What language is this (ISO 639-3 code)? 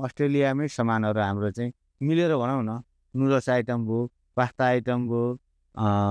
nep